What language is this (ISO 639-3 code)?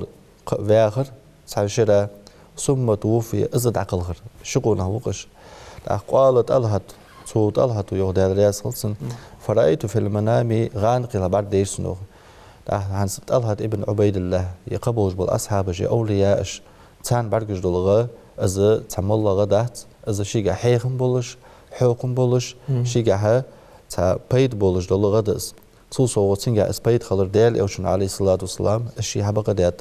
inh